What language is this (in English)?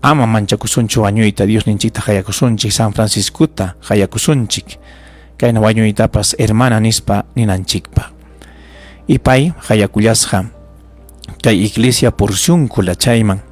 Ayacucho Quechua